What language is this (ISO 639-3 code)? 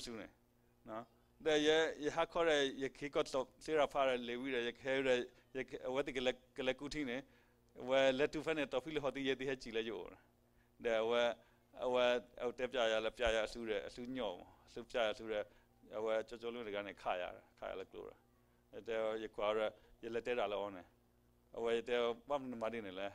ksw